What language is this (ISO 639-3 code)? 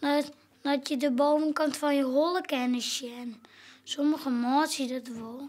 fry